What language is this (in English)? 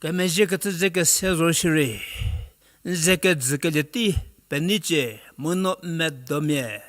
Angami Naga